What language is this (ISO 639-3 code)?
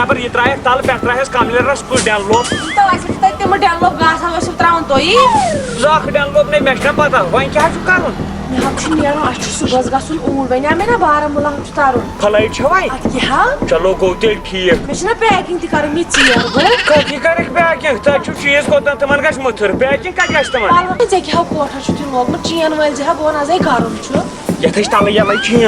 kas